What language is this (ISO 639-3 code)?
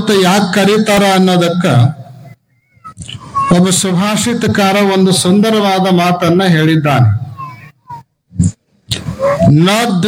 kan